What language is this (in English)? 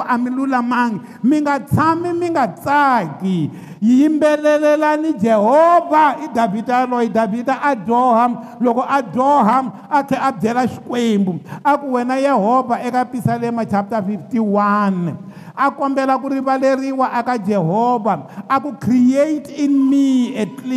Tsonga